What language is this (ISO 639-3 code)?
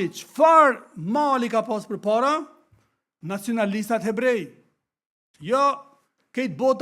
sqi